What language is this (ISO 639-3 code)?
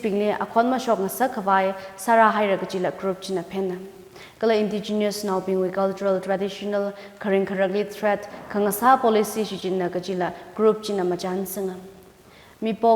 nmf